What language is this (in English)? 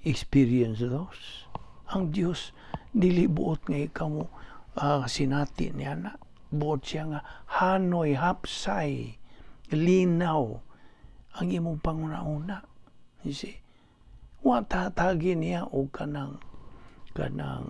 Cebuano